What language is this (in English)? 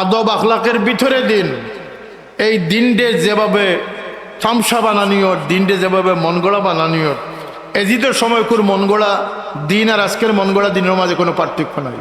Sylheti